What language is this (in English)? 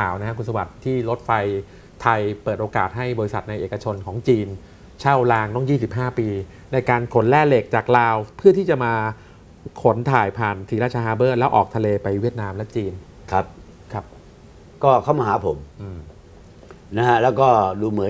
Thai